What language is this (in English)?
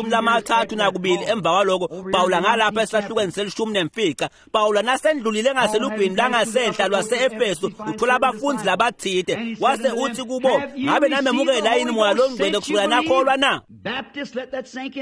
Swati